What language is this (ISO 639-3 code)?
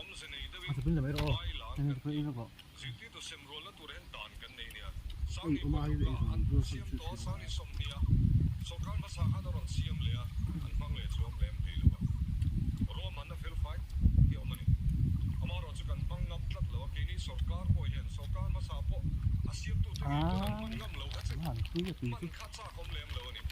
lus